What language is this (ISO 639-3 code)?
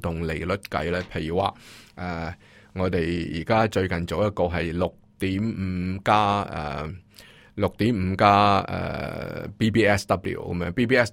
yue